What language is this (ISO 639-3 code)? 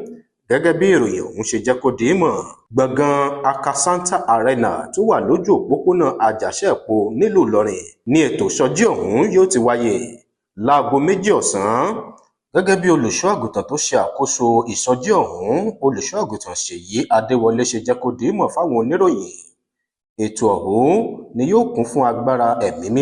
yor